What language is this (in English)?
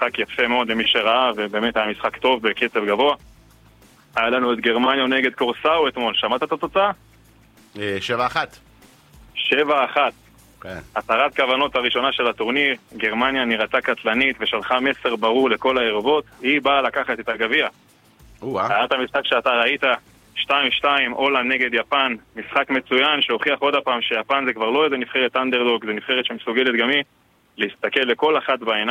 Hebrew